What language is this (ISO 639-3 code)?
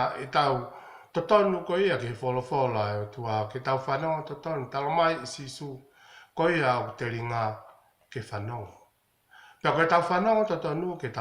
ton